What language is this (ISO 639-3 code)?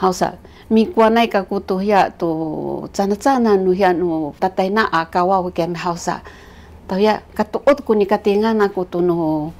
szy